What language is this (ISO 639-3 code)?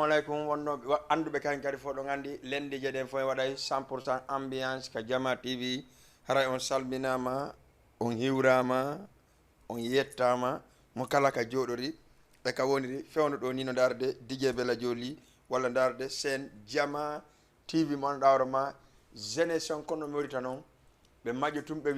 ful